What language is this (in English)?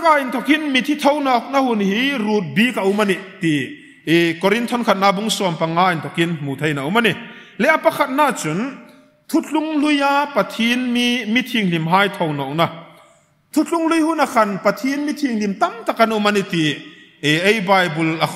Hmar